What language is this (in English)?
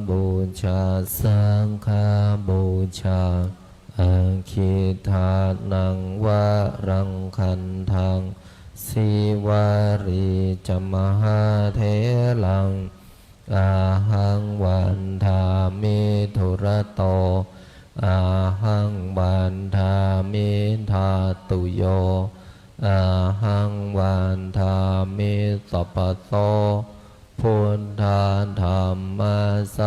Pali